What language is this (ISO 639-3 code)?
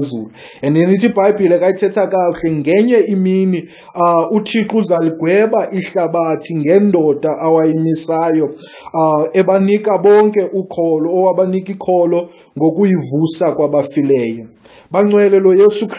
xho